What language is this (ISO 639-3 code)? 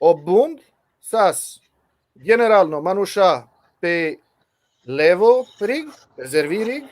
rmn